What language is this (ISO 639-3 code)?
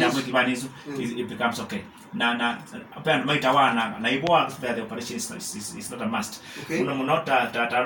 kam